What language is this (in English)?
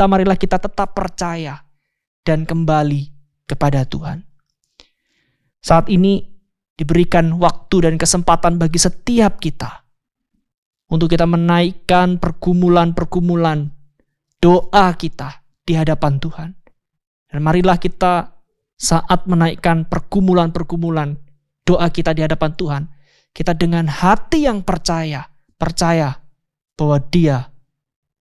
Indonesian